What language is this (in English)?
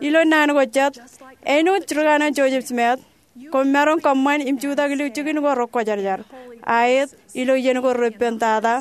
Marshallese